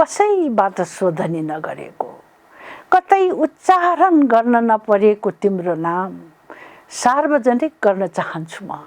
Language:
Newari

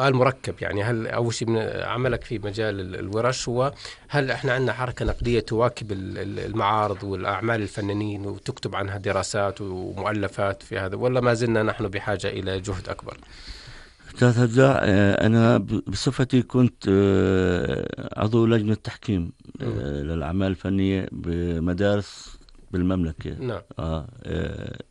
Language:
North Levantine Arabic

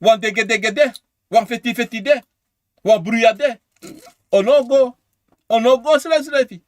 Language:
Sranan Tongo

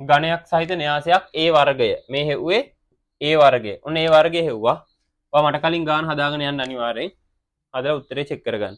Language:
Sinhala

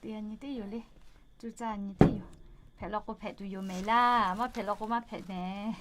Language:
Lahu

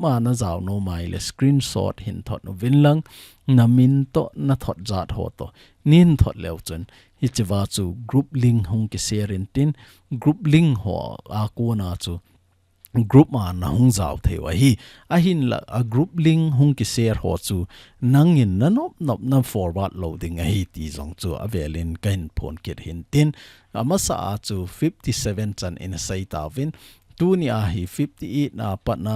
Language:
Thado Chin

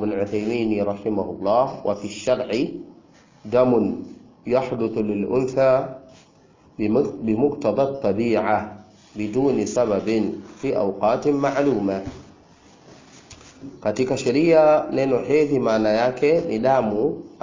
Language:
Swahili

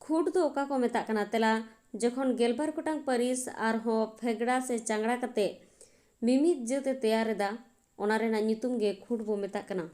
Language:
Santali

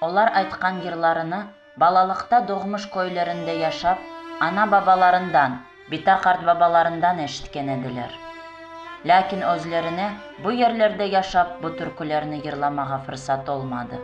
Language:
Crimean Tatar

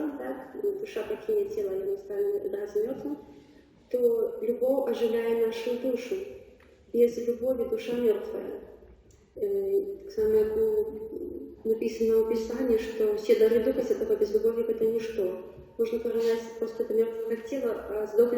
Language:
Belarusian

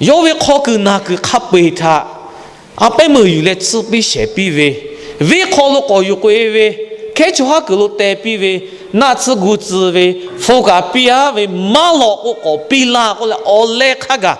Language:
Lahu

